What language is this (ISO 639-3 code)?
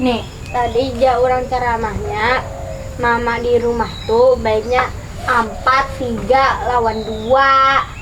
bjn